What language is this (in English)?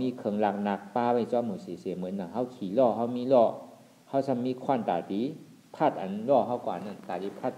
Shan